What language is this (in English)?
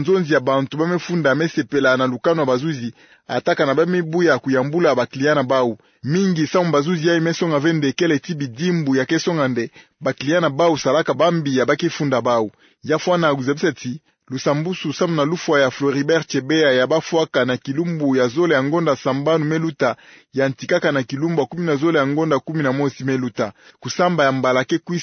Kituba (Democratic Republic of Congo)